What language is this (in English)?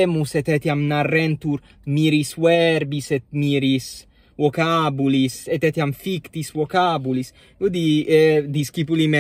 Latin